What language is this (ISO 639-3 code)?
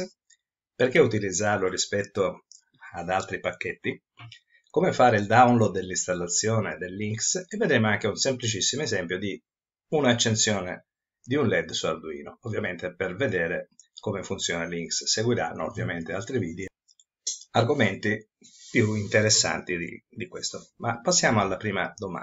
ita